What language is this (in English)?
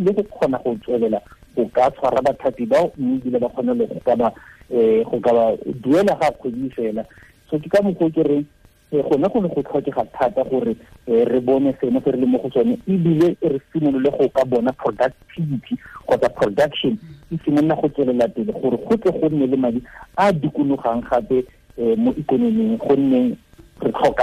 Tswana